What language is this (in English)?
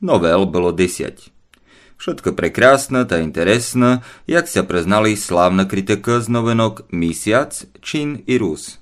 Rusyn